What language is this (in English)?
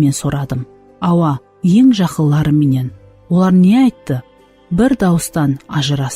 Kara-Kalpak